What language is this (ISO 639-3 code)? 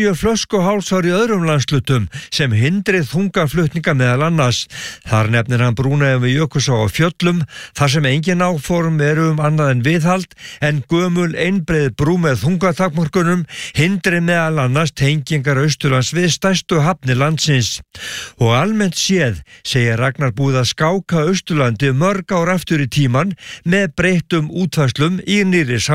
isl